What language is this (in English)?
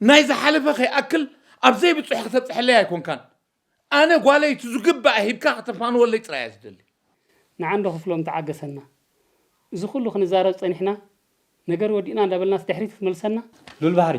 Tigrinya